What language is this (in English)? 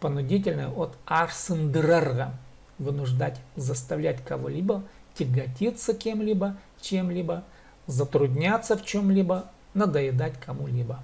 Khakas